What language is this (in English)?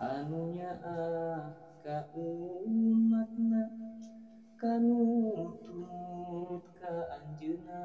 Sundanese